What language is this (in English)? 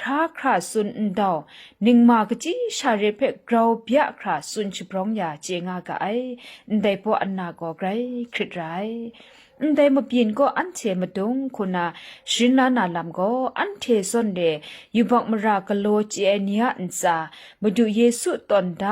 Kachin